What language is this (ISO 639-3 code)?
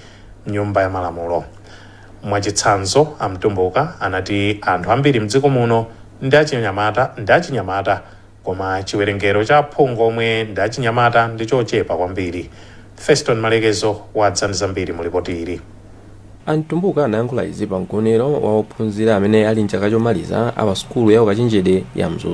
nya